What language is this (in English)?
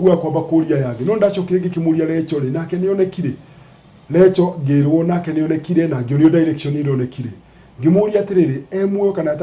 Kikuyu